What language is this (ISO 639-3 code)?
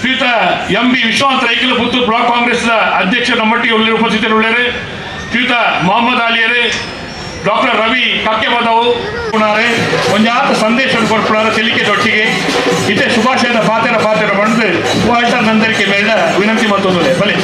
tcy